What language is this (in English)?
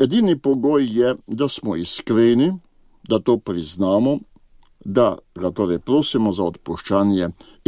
Slovenian